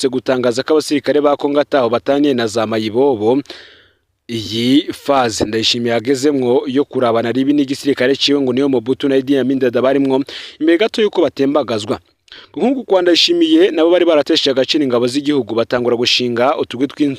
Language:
Rundi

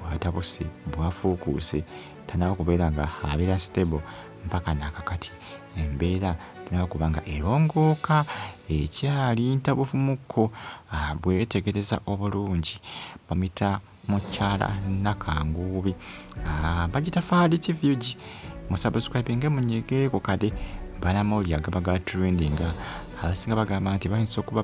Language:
Ganda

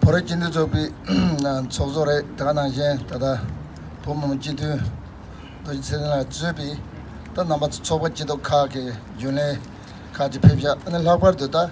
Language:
Tibetan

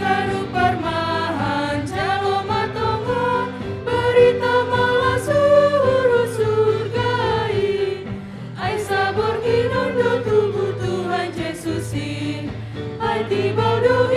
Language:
Batak Simalungun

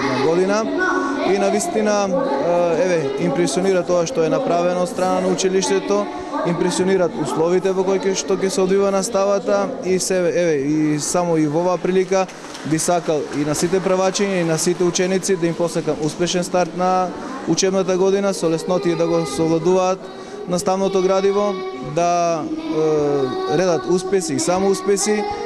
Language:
Macedonian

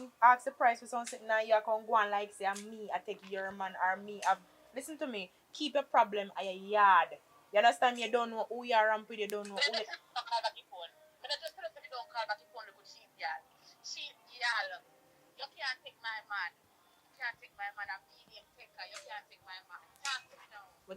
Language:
Jamaican Creole English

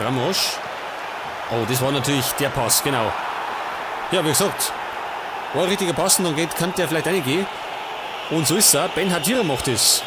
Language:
Bavarian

